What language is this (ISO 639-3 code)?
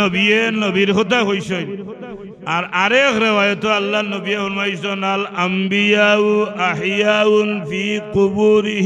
syl